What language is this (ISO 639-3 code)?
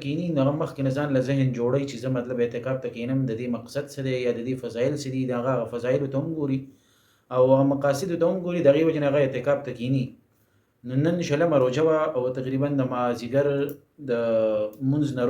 pus